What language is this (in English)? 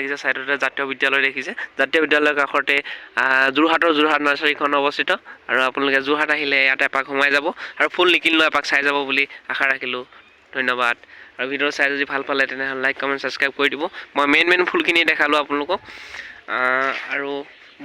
Assamese